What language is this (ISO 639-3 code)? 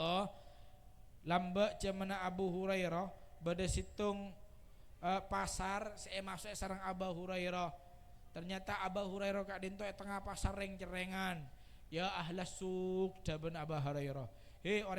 mad